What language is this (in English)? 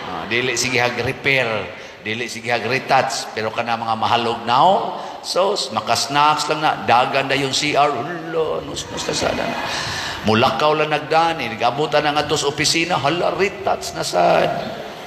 Cebuano